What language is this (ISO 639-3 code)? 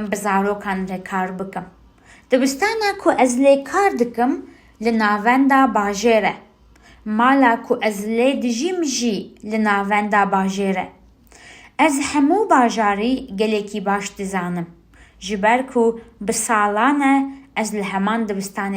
kur